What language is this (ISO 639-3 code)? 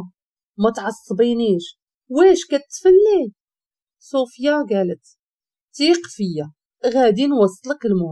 ary